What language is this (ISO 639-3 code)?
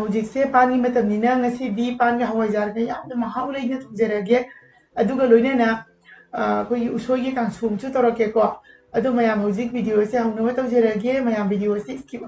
mni